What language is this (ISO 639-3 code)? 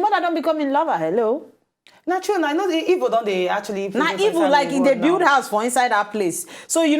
pcm